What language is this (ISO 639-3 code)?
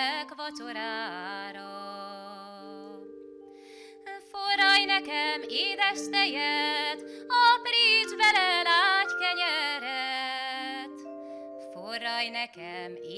hun